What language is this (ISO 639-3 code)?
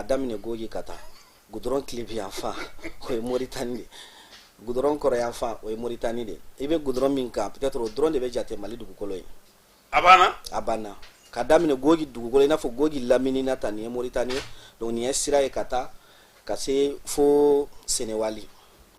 bam